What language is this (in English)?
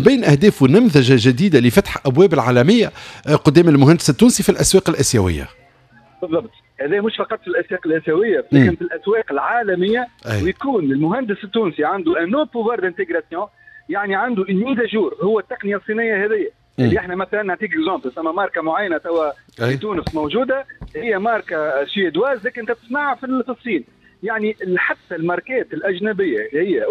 Tunisian Arabic